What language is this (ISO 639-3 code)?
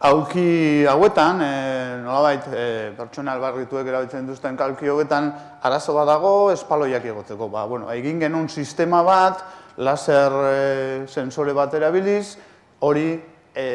eus